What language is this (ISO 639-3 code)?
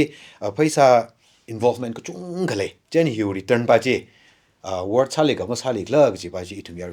nmf